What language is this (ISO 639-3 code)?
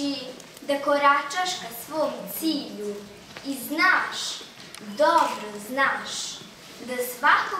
srp